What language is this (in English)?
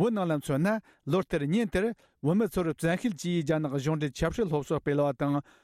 Tibetan